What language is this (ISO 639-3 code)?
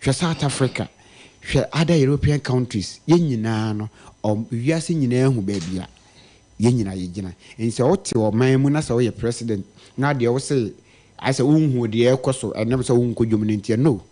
aka